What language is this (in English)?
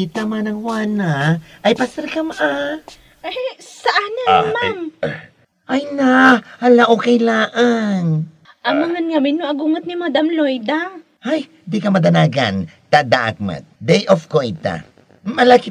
Iloko